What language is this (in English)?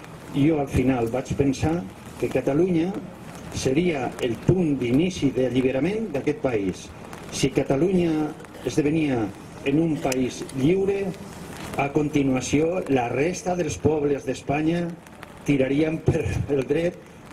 Catalan